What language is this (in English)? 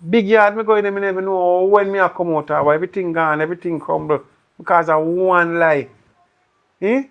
Jamaican Creole English